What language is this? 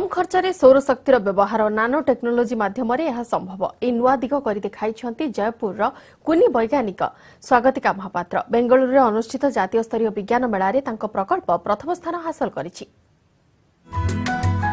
Odia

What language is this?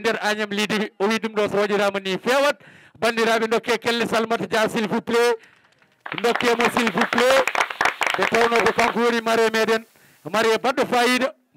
Fula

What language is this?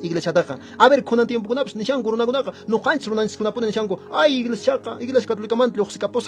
Quechua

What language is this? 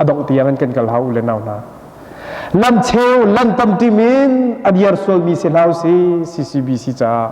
Hakha Chin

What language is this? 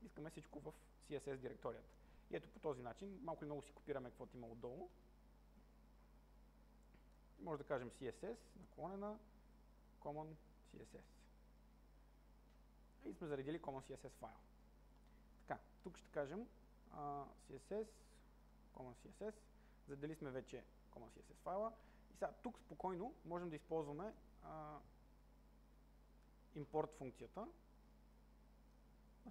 Bulgarian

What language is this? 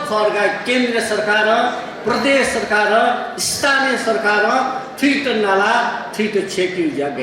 Newari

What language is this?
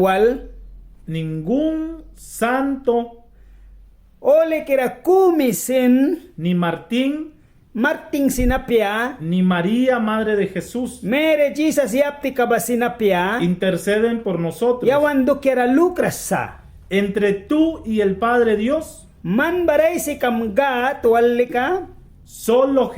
Mískito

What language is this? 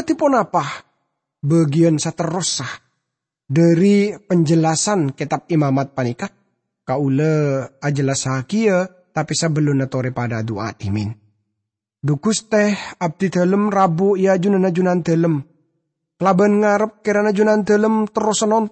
Madurese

